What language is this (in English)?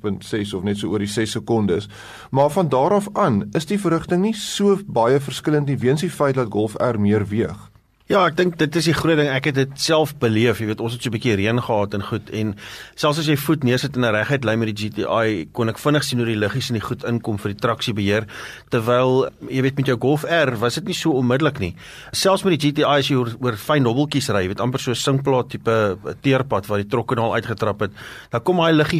Afrikaans